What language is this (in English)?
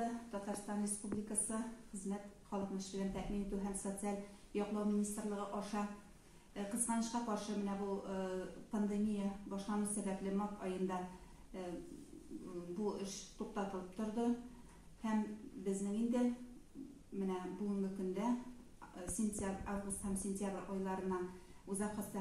Tatar